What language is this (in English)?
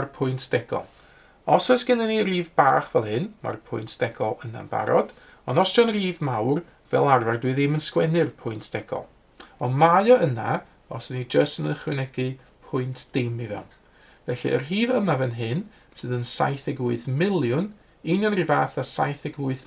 Welsh